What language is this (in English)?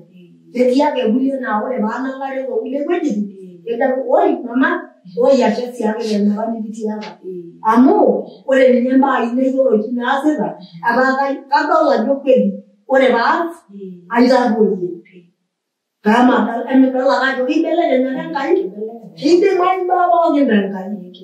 Masai